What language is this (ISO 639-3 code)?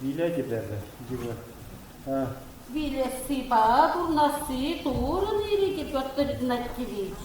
chv